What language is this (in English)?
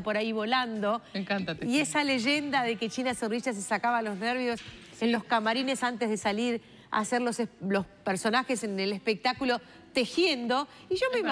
Spanish